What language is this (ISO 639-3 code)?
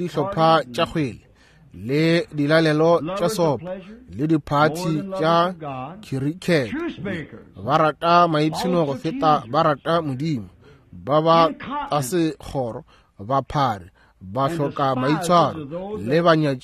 nso